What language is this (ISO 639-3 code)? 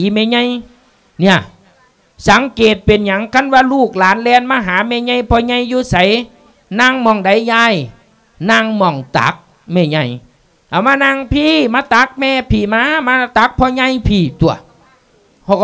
lao